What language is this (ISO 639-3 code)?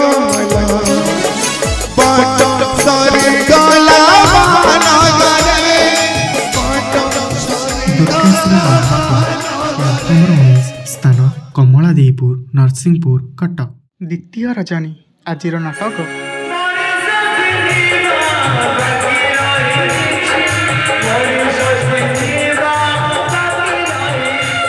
ori